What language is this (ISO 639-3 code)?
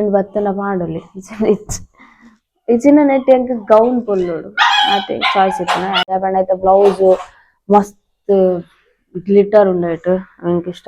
tcy